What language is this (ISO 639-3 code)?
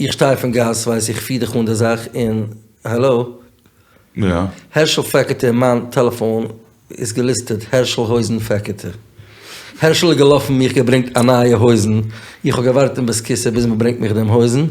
yid